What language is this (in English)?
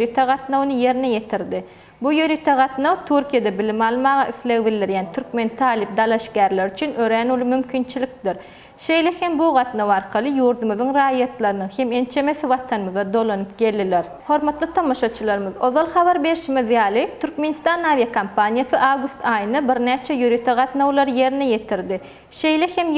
Turkmen